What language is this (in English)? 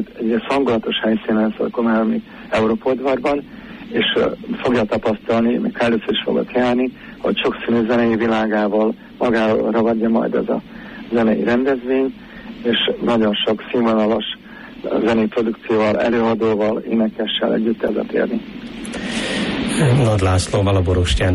Hungarian